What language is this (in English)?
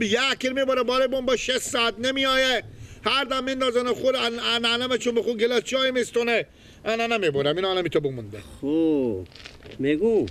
Persian